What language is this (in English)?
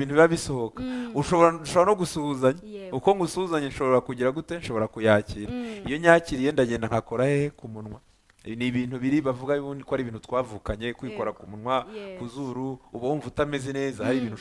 Kinyarwanda